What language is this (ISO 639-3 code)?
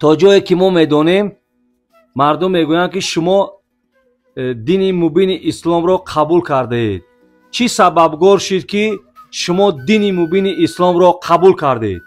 tgk